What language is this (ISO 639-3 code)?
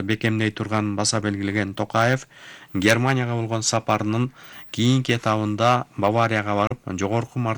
kir